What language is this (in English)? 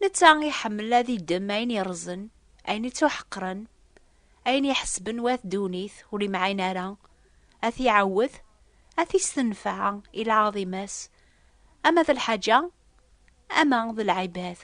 Kabyle